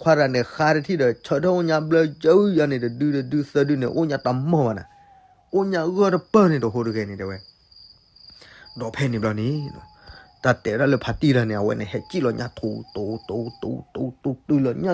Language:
S'gaw Karen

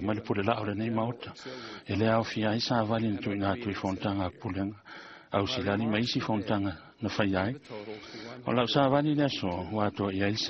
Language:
Samoan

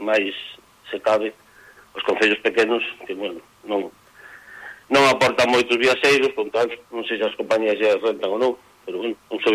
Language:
Galician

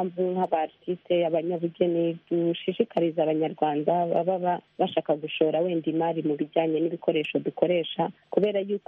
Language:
Kinyarwanda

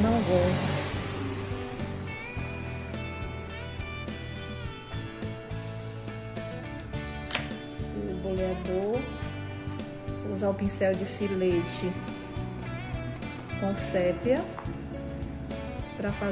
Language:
Portuguese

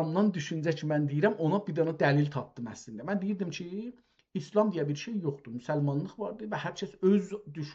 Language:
South Azerbaijani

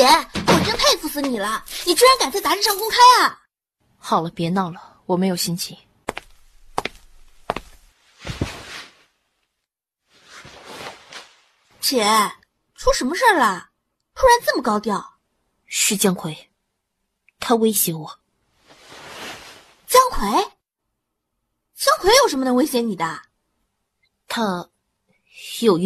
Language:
Chinese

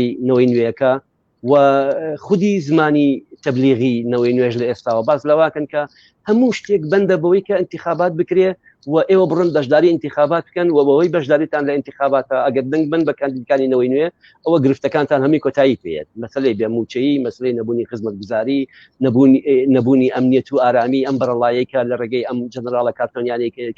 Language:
Central Kurdish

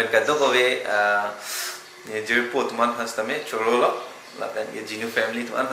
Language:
Karbi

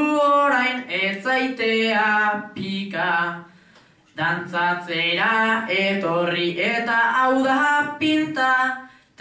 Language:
Basque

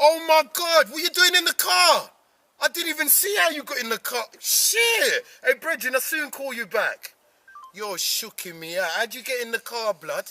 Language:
Jamaican Creole English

